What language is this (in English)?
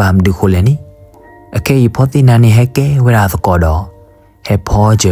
S'gaw Karen